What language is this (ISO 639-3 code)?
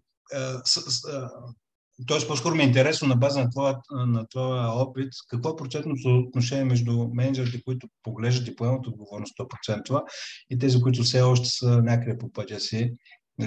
bul